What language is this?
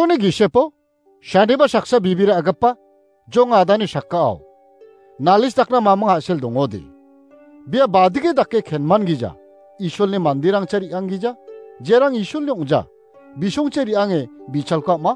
Garo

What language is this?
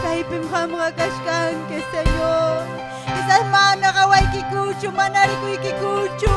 Ayacucho Quechua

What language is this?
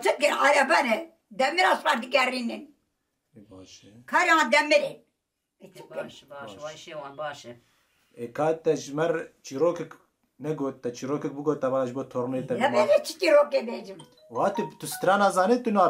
Kurdish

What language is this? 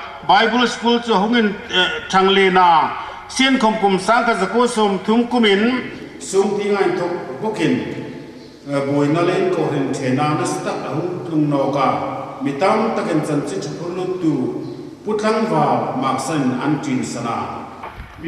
Hmar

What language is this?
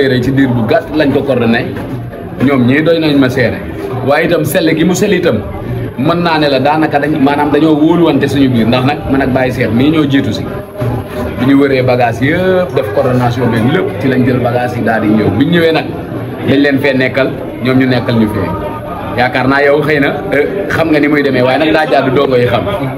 Wolof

